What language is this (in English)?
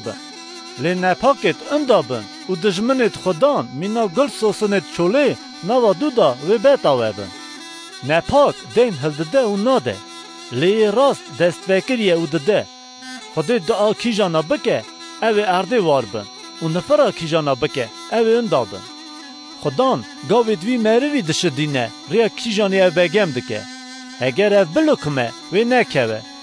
Kurdish